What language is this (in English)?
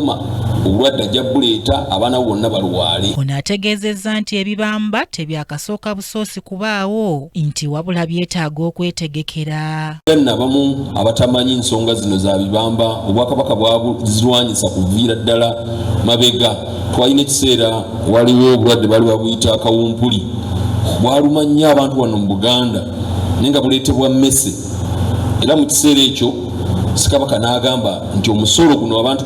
Ganda